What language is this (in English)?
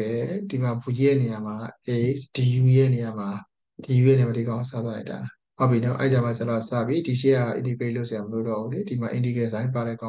Burmese